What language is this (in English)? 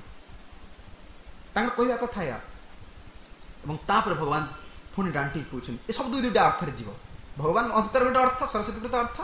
Odia